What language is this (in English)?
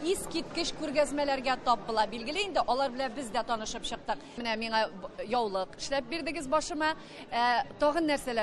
Tatar